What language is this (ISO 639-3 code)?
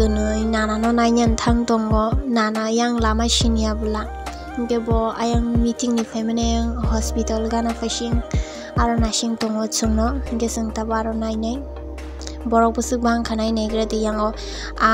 trp